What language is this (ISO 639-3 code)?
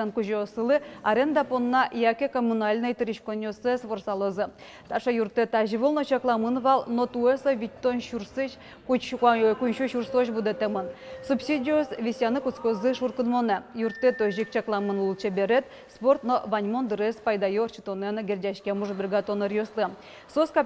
udm